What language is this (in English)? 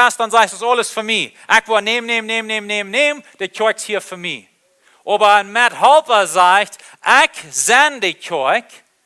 Plautdietsch